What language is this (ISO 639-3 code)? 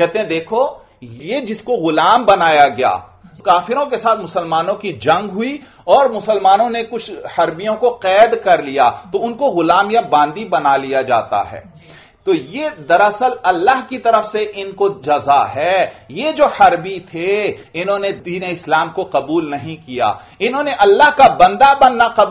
urd